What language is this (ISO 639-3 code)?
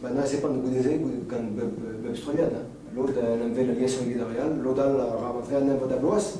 bre